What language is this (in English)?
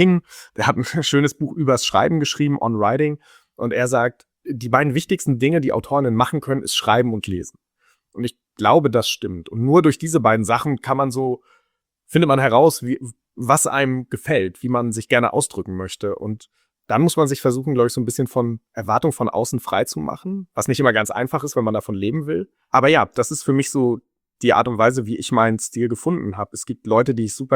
German